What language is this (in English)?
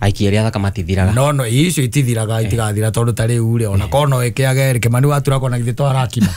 Kikuyu